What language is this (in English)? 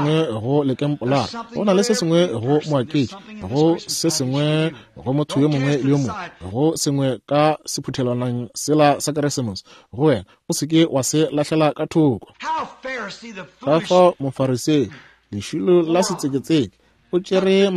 Northern Sotho